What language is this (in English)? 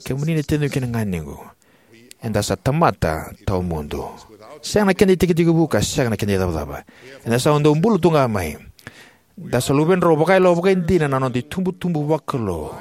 Fijian